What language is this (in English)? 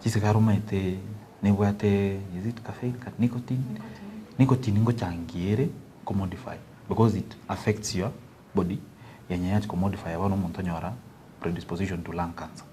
Gusii